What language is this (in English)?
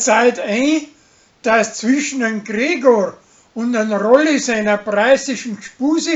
Bavarian